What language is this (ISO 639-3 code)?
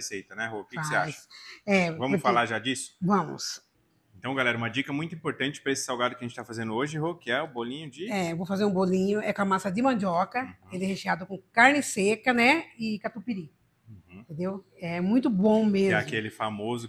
por